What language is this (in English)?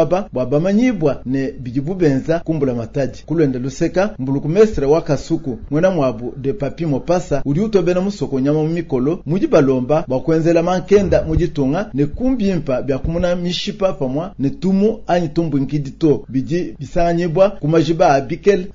Luba-Lulua